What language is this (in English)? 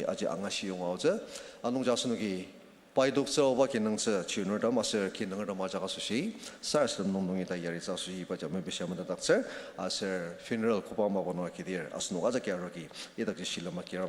Ao Naga